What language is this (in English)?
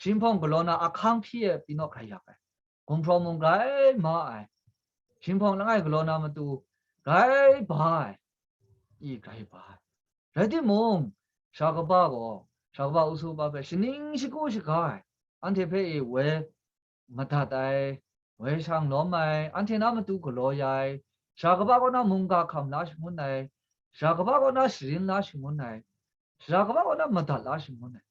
Kachin